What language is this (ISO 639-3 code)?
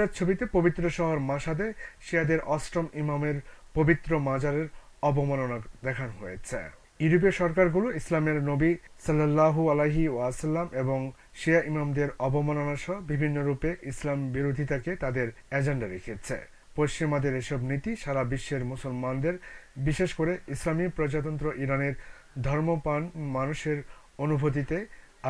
ben